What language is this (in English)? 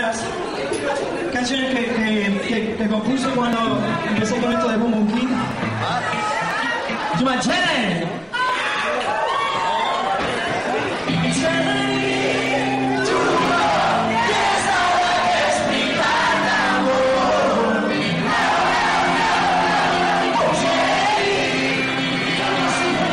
Spanish